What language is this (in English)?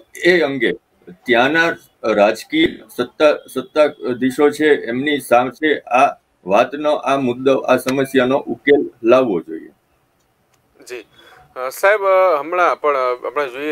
Gujarati